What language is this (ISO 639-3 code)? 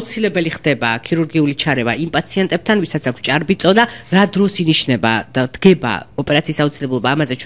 kat